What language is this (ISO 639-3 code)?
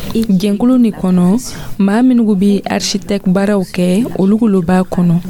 dyu